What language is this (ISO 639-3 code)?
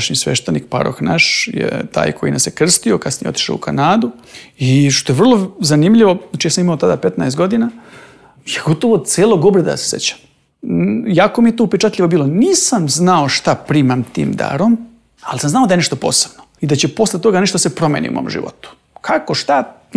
srp